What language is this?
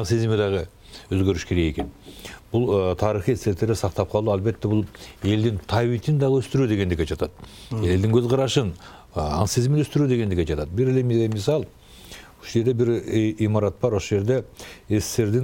Kyrgyz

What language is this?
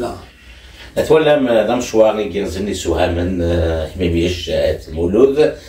Kabyle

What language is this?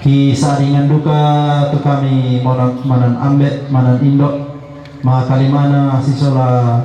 Toraja-Sa'dan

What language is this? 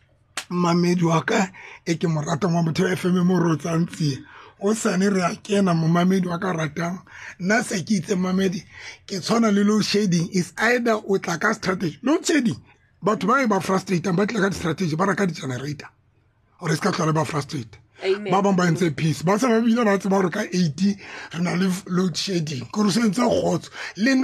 Tswana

